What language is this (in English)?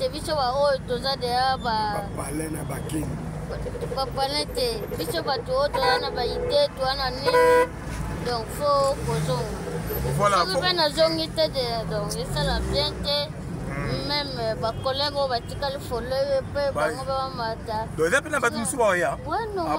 Lingala